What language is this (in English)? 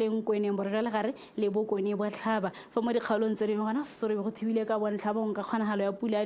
Tswana